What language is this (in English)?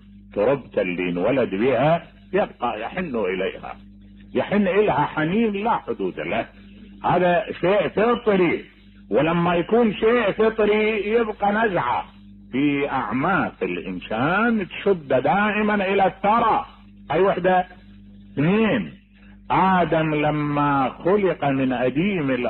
Mesopotamian Arabic